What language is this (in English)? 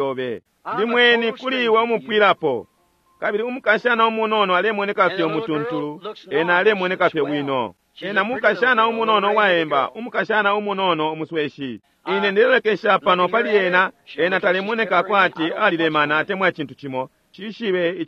Bemba